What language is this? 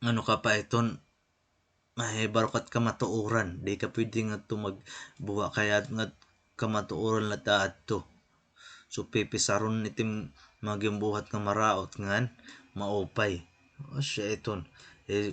Waray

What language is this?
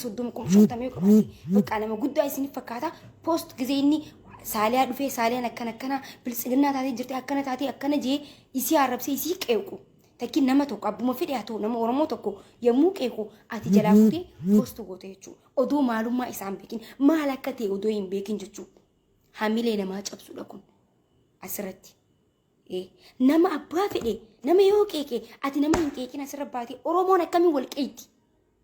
Oromo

